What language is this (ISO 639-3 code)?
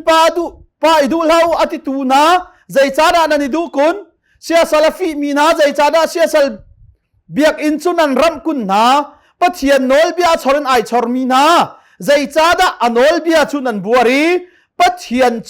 cnh